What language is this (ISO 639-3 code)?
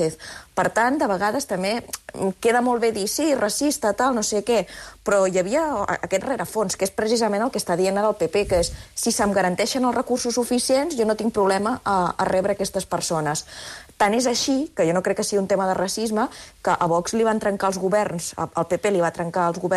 cat